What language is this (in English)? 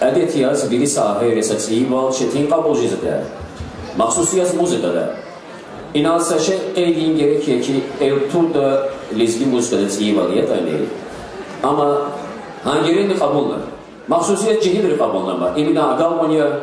Lezghian